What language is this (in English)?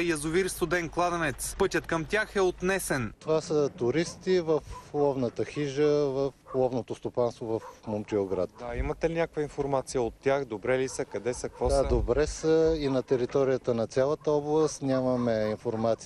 Bulgarian